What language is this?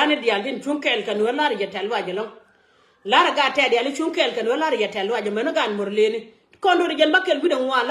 Nuer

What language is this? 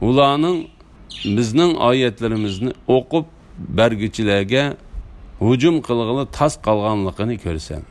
Uyghur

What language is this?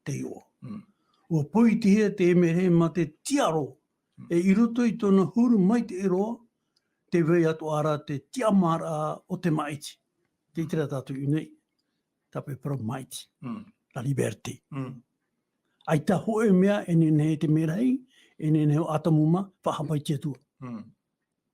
Tahitian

